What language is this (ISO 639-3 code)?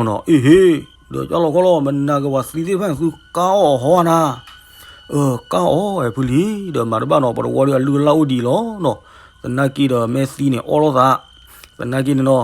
ksw